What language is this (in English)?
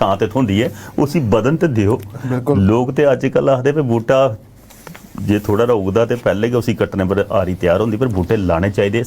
Dogri